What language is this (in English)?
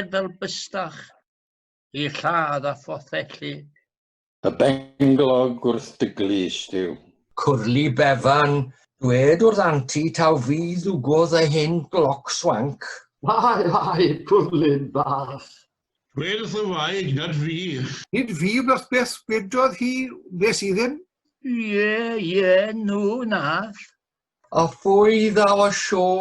Welsh